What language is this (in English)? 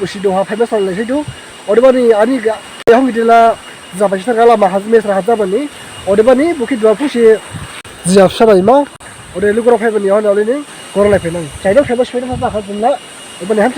Dimasa